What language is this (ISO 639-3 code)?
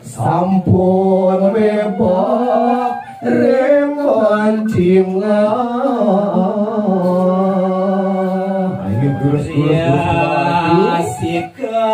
ban